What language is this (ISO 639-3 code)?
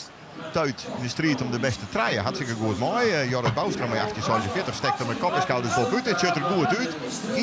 fry